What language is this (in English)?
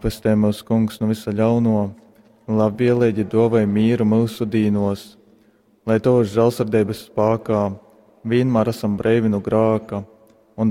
Latgalian